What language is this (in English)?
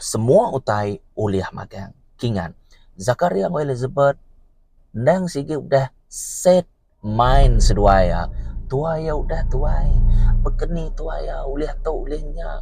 Iban